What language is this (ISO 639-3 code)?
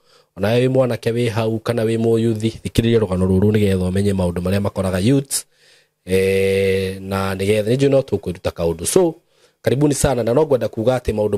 kik